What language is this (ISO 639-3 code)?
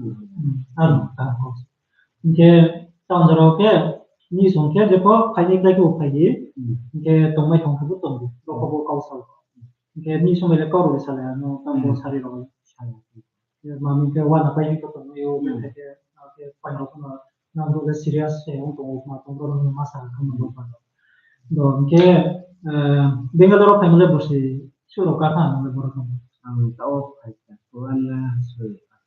ria